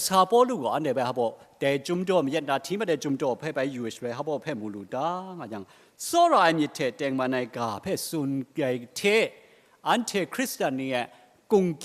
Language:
Kachin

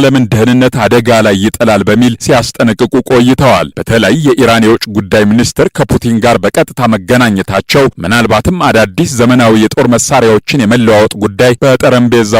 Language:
Amharic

